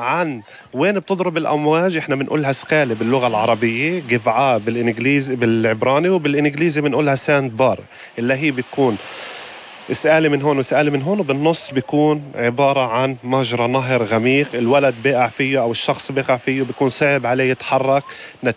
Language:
North Levantine Arabic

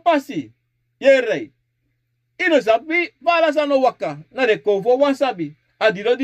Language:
Sranan Tongo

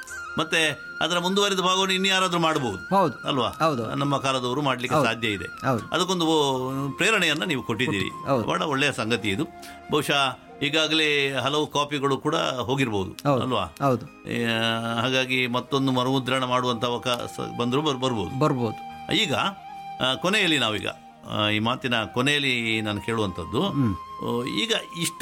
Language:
Kannada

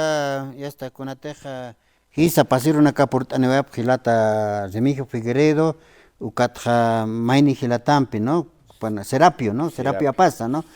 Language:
Aymara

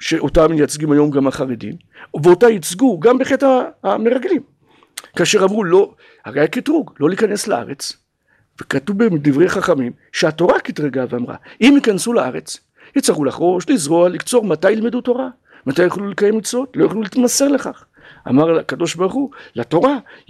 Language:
Hebrew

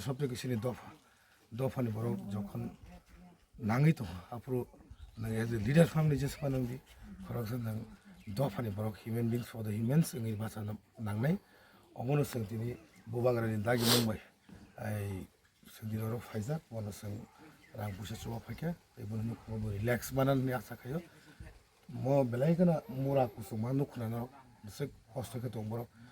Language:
Kok Borok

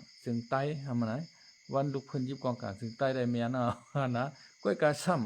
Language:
Shan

